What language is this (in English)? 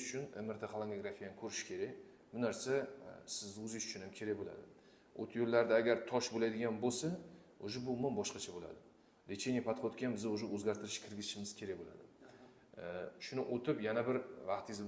Uzbek